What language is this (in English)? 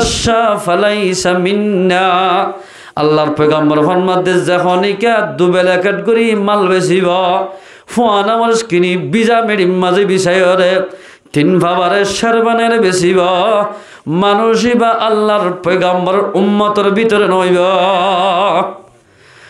Rohingya